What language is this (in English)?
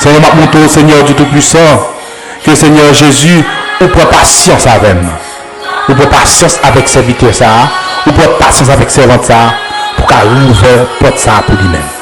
Haitian Creole